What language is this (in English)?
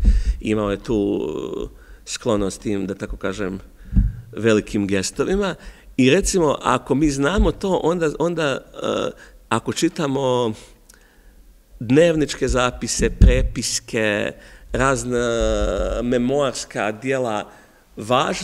Serbian